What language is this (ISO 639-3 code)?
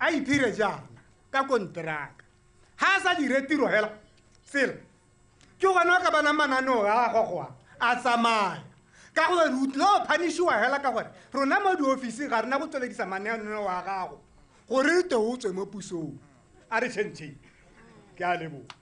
tsn